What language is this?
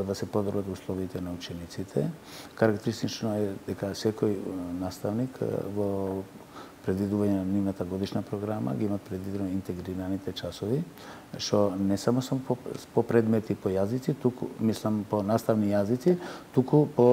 Macedonian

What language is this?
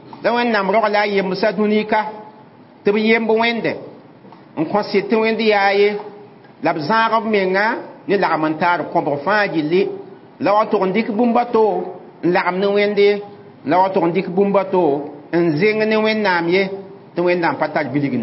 Mossi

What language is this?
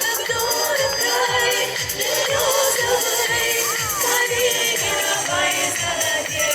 Chuvash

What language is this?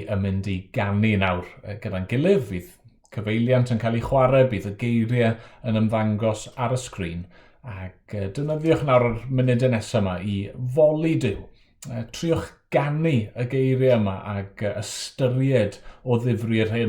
Welsh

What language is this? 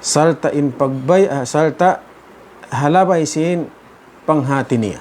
Tausug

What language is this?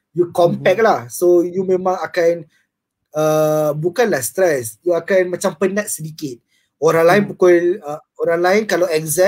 Malay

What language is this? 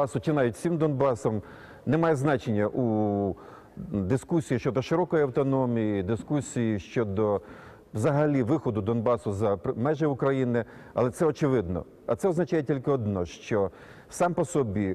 Ukrainian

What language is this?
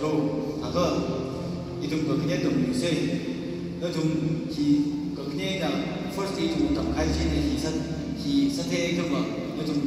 Tangkhul Naga (India)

